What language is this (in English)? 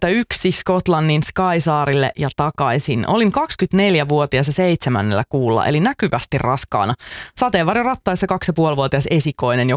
Finnish